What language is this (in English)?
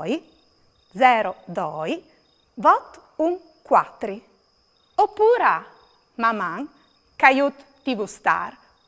Friulian